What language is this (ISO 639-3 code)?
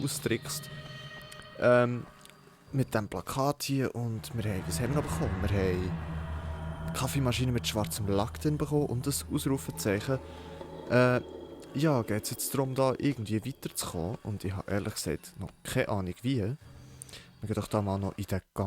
gsw